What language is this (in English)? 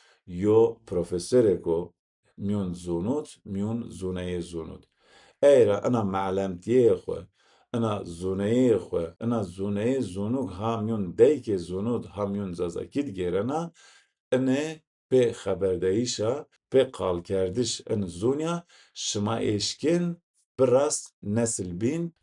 Zaza